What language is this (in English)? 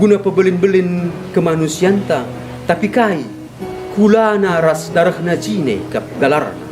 Batak Karo